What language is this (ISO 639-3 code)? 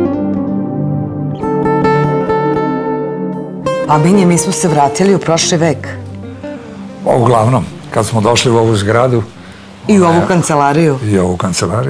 srp